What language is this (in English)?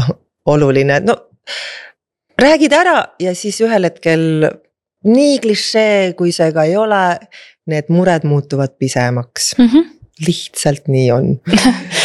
Estonian